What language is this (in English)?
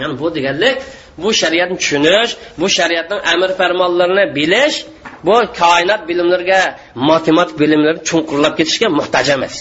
Uyghur